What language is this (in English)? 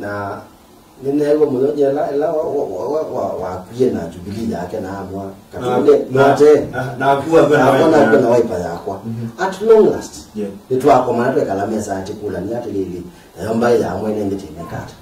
Kamba